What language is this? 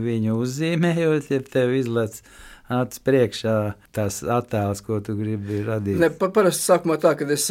Latvian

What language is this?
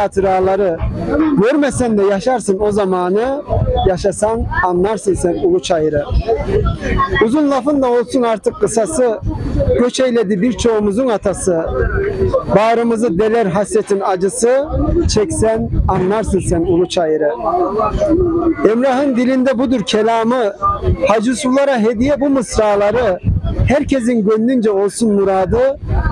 Turkish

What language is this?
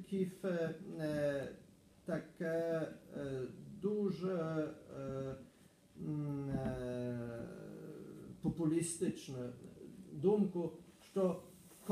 Ukrainian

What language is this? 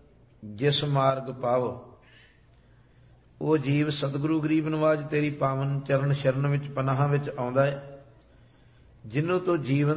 Punjabi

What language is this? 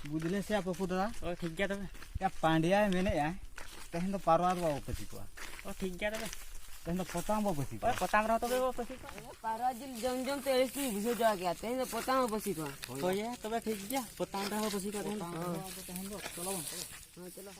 Santali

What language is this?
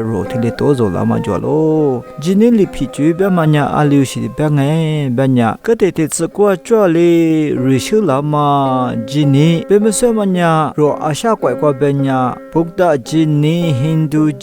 Lisu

